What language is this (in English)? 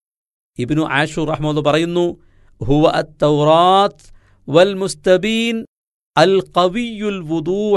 Malayalam